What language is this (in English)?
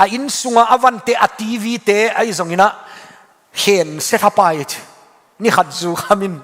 Tedim Chin